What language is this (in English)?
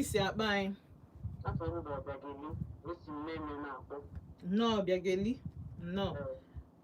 Igbo